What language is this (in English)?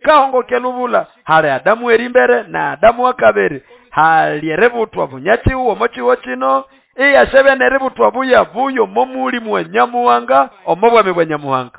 Nande